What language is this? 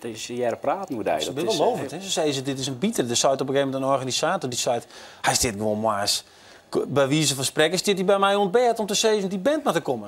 Western Frisian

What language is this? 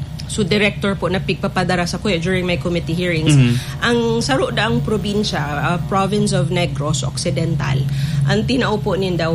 Bikol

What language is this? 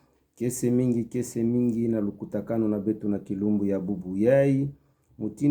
Kituba (Democratic Republic of Congo)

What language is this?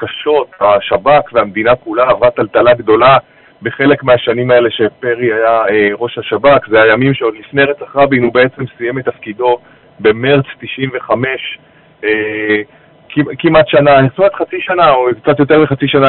Hebrew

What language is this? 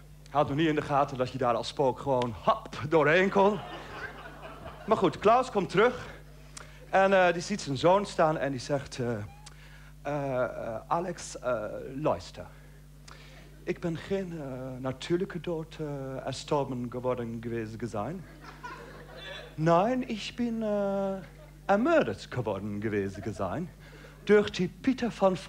Dutch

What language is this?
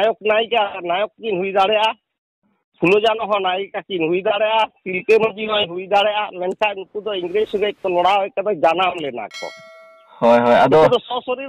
Santali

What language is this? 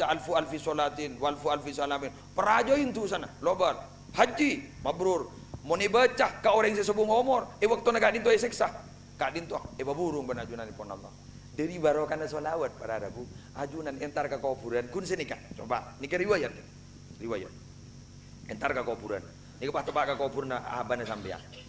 Madurese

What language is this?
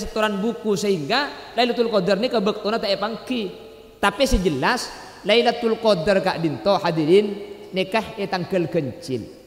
Madurese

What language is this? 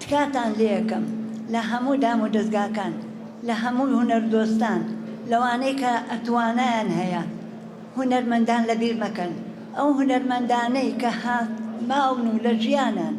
Central Kurdish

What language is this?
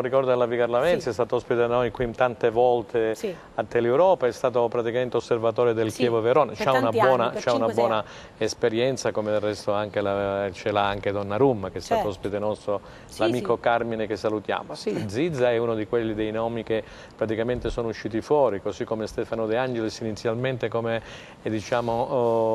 Italian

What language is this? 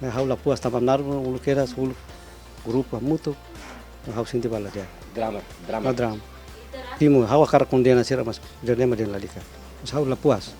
Tetum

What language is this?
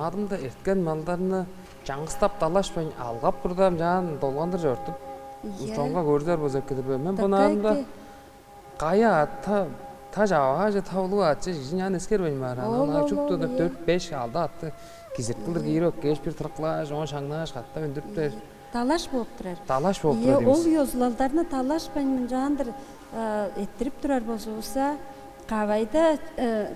Tuvinian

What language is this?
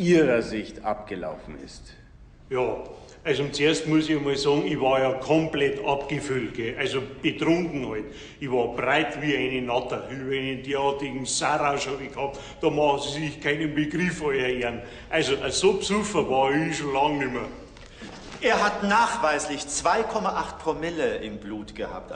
Bavarian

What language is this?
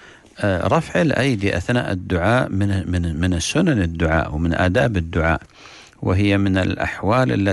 Arabic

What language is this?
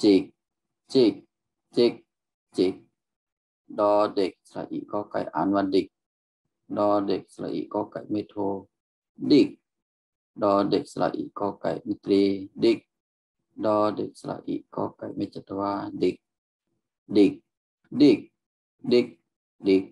Shan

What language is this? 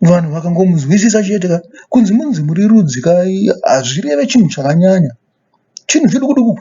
Shona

